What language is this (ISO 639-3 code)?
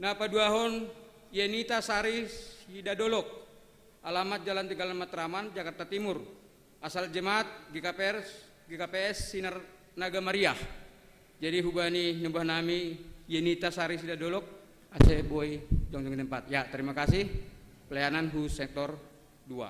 bts